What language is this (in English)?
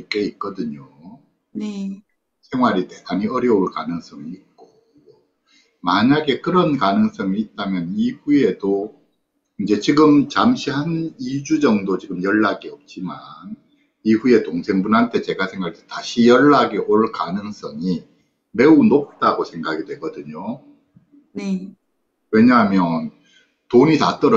Korean